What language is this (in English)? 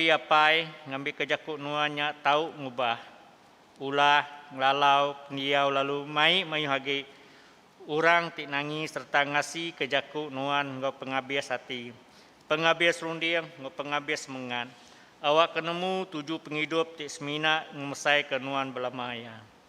Iban